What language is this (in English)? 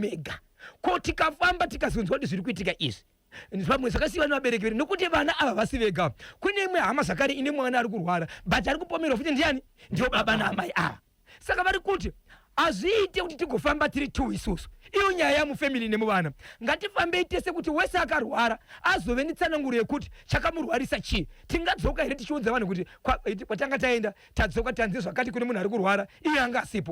Shona